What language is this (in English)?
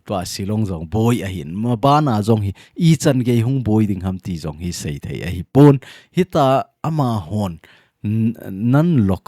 Thado Chin